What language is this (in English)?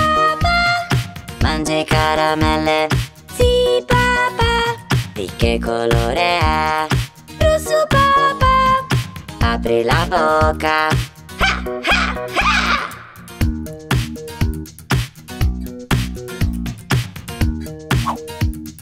Italian